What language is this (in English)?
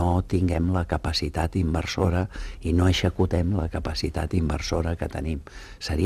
Catalan